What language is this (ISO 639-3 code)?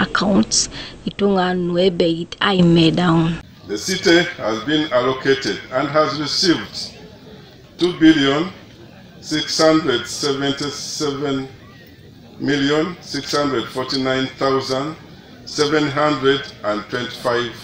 teo